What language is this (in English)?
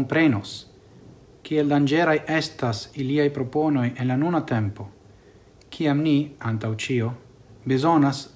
Esperanto